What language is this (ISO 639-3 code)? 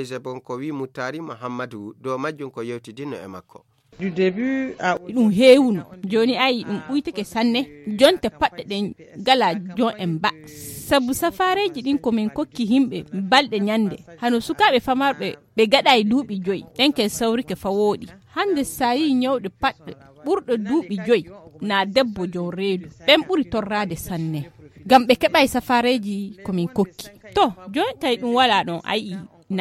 ful